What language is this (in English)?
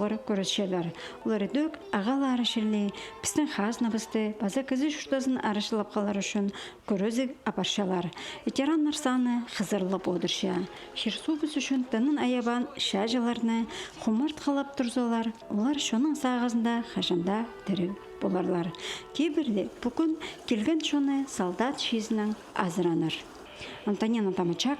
Khakas